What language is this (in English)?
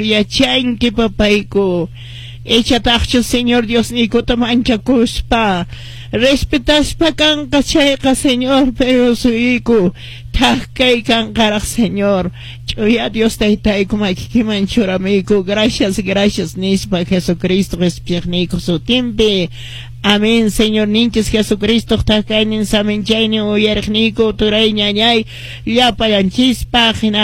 Quechua